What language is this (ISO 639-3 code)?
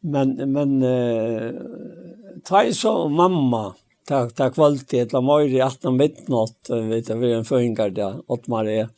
fao